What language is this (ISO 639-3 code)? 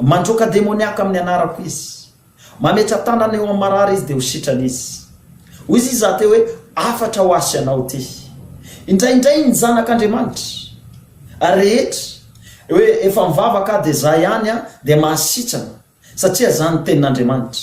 mlg